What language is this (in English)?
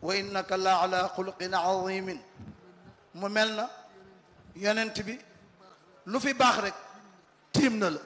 Wolof